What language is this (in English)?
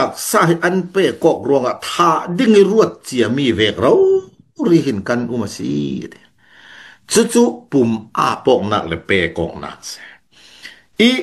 Falam Chin